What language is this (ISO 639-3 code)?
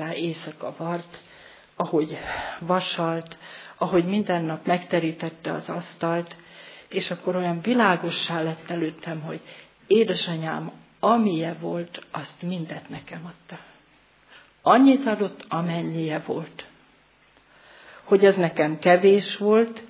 hun